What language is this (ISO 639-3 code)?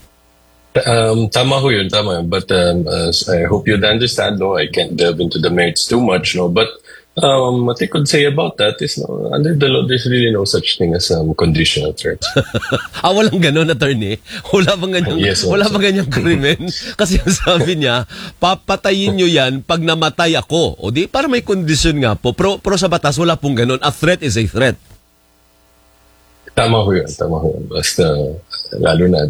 fil